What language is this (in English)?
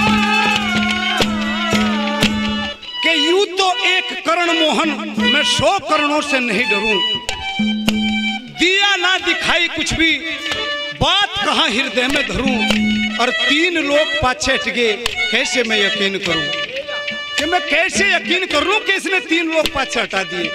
Haryanvi